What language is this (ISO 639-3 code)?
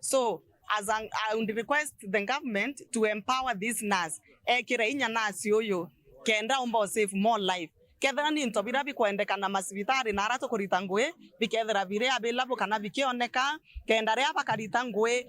mer